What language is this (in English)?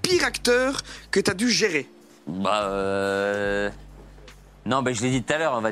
French